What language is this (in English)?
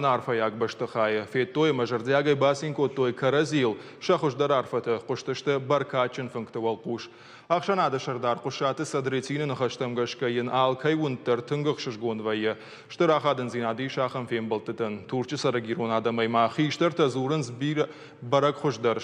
Ossetic